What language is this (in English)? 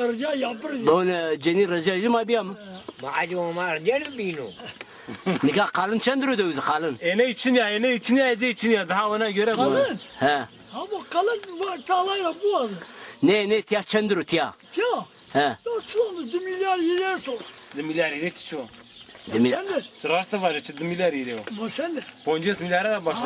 Zaza